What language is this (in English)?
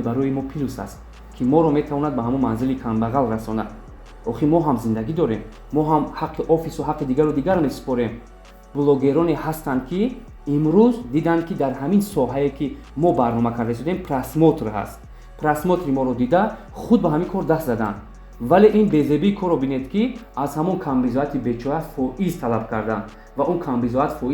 Tajik